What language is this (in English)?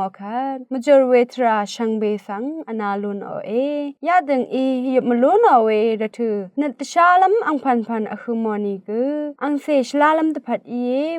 Rawang